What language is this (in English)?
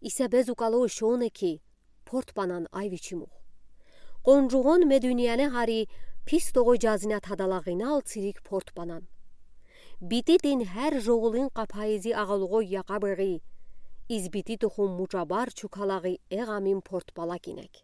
Udi